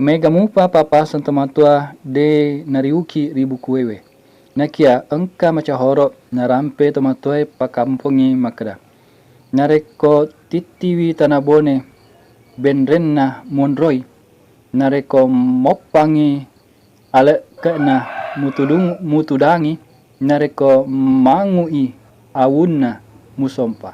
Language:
Buginese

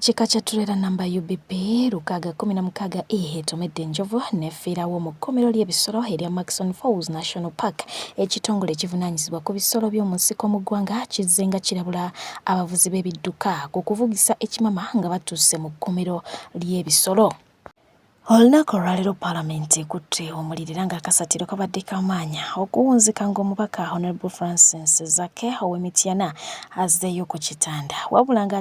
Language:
Ganda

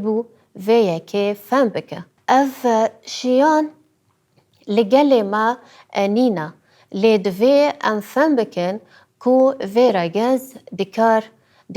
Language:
Kurdish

